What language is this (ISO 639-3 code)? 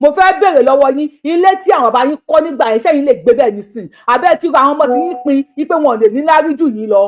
yor